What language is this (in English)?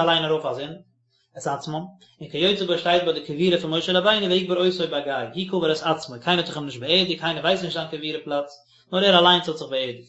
Yiddish